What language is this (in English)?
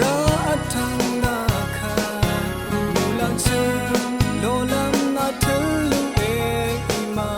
Rawang